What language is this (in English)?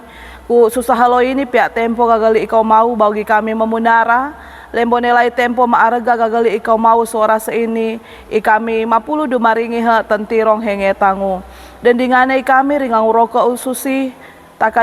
Sangir